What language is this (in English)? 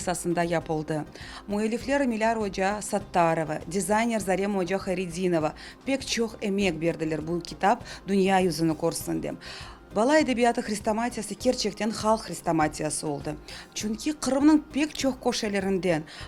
Crimean Tatar